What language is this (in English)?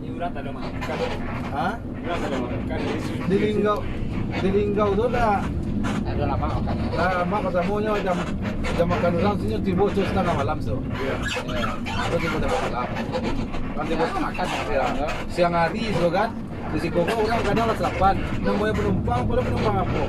Minangkabau